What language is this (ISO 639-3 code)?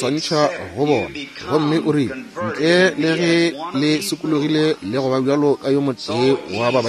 nso